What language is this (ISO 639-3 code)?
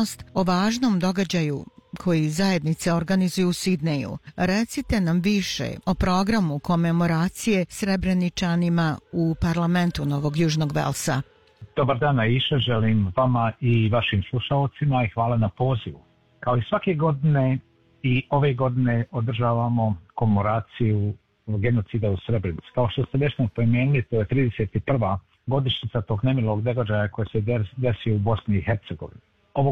bos